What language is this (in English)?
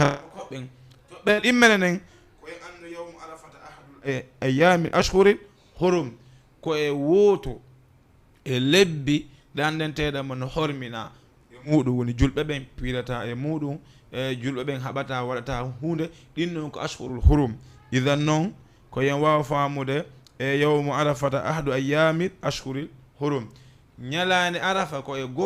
Fula